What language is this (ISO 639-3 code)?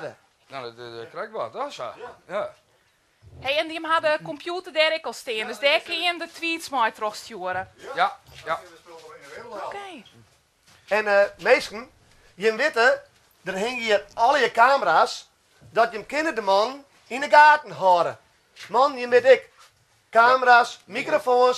fry